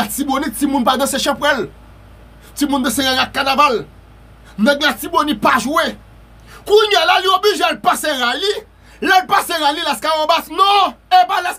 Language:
Haitian Creole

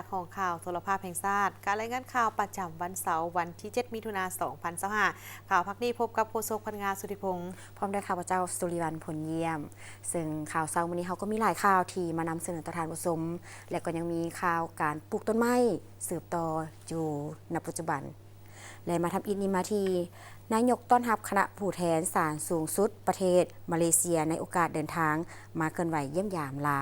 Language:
Lao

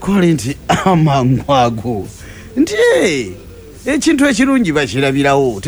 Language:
Ganda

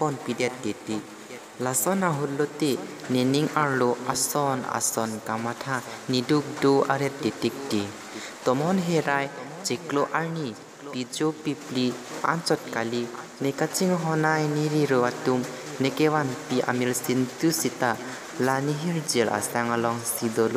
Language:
Karbi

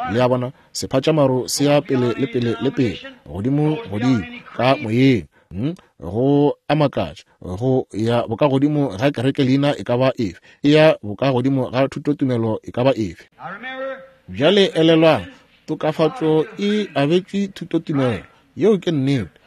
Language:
Northern Sotho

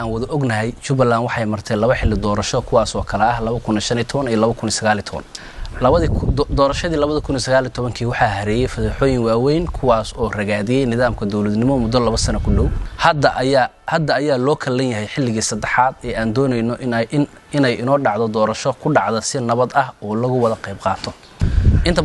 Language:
Somali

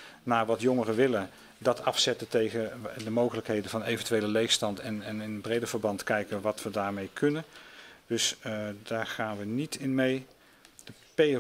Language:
Dutch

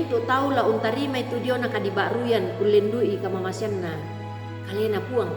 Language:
Toraja-Sa'dan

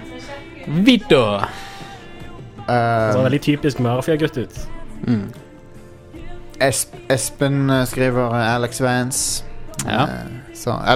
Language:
Norwegian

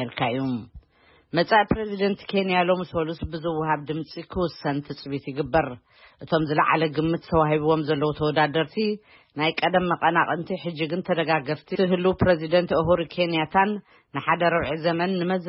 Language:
Tigrinya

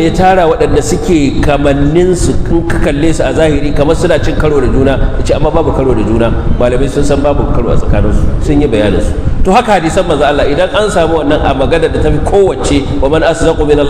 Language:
Hausa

